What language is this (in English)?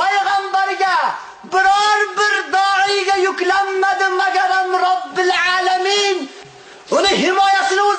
Uzbek